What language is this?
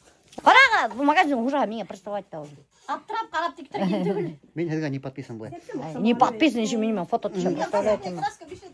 Bashkir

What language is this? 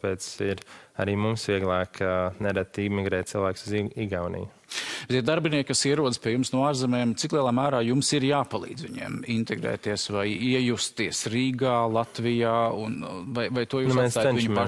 Latvian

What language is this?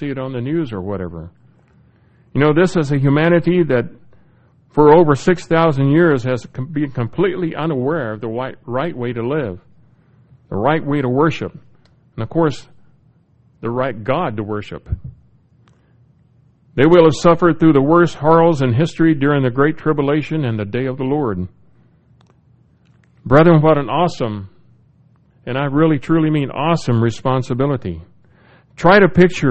English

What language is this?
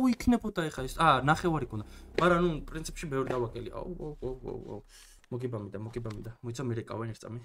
Georgian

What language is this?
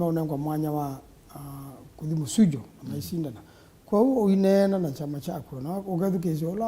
Kamba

